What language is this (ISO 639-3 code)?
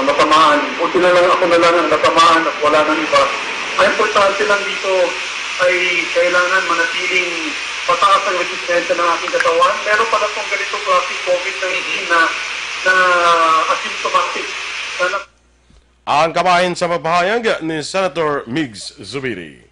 hil